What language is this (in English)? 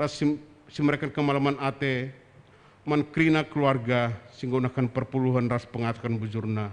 Batak Karo